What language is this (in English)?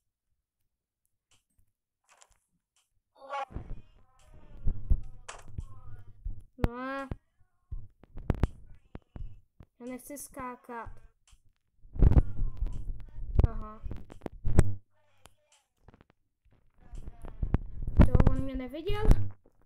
Czech